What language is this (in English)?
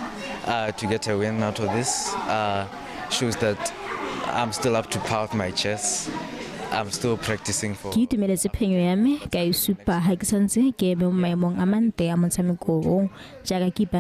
Tswana